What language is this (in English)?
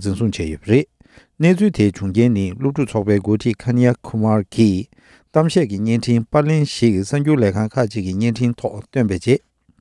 Tibetan